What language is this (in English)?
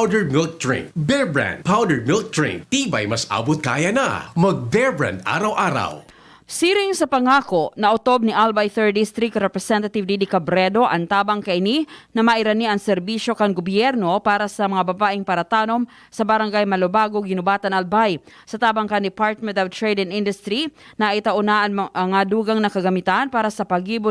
Bikol